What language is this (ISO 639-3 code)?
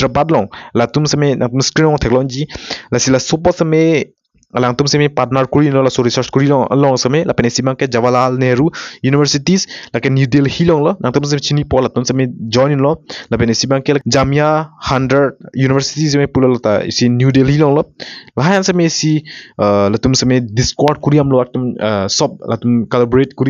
mjw